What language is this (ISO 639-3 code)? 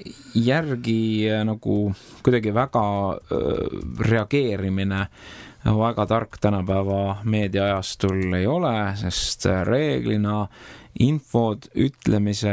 est